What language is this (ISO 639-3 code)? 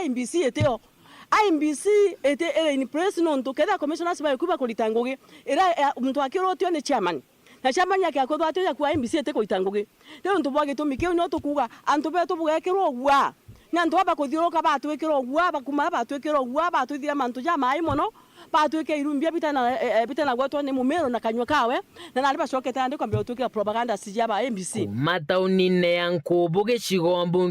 mer